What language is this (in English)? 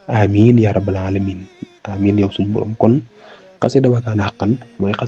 Wolof